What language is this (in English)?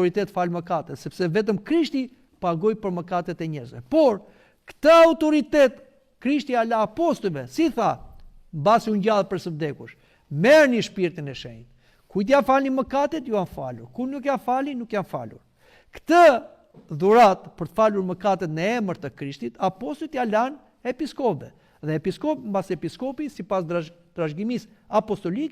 Albanian